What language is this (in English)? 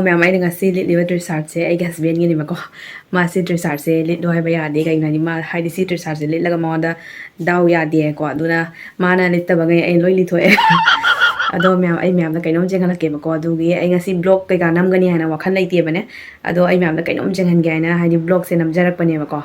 Manipuri